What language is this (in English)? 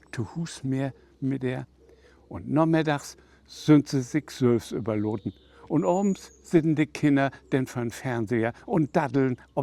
Low German